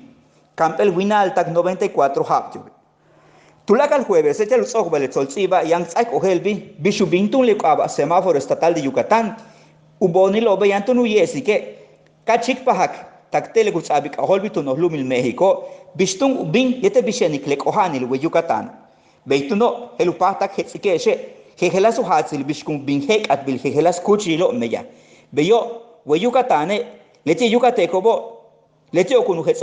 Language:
Yucateco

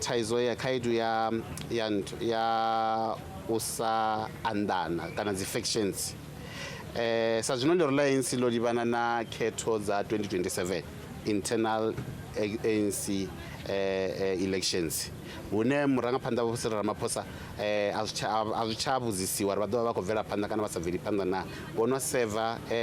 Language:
Venda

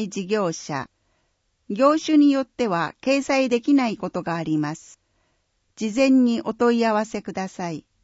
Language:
Japanese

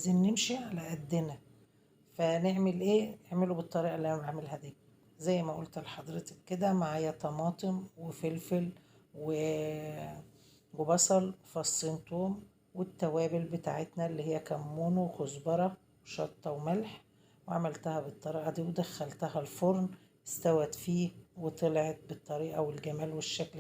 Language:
Egyptian Arabic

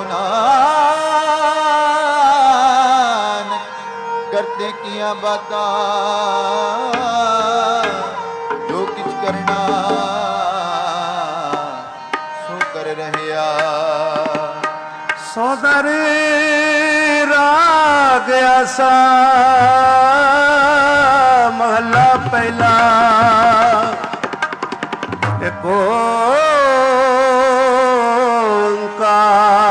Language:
Punjabi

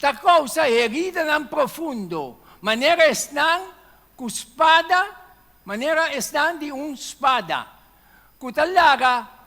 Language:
Papiamento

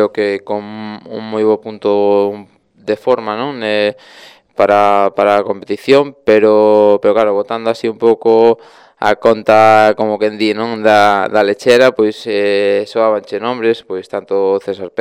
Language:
Galician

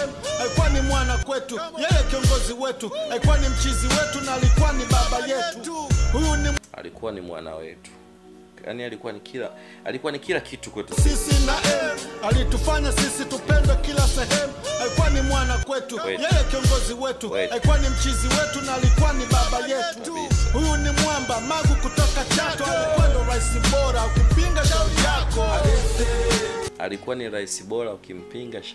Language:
Swahili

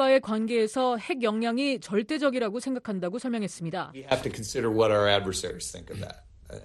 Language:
Korean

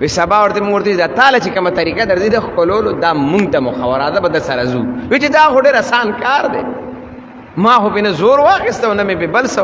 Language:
Pashto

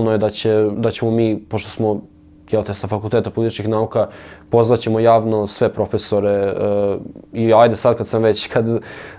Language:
Serbian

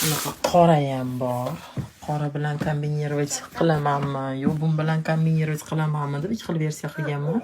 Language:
Uzbek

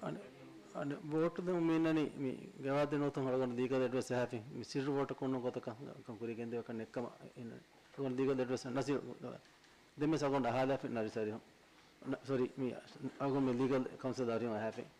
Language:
Divehi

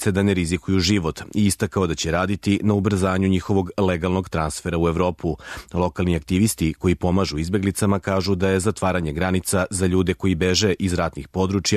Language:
Serbian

